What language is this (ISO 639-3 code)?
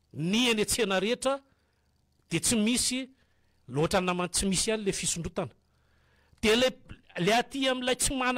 mlg